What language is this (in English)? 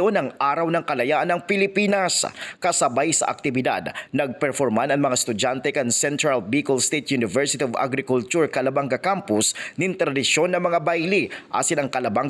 Bikol